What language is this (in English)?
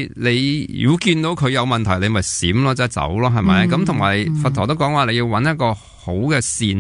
Cantonese